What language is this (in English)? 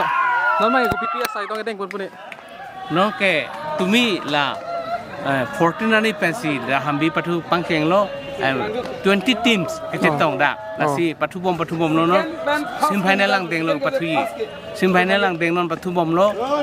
Karbi